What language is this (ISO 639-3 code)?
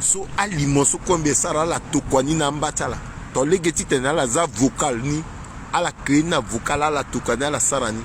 sag